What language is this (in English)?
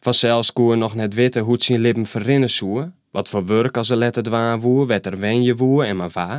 Western Frisian